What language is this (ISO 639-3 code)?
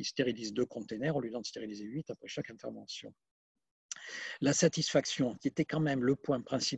fra